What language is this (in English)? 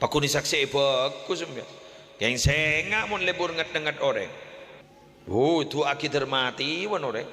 Madurese